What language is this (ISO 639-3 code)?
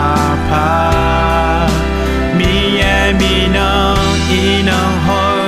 ahk